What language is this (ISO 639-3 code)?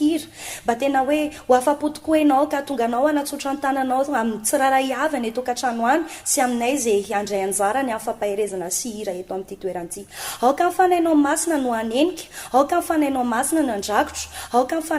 mlg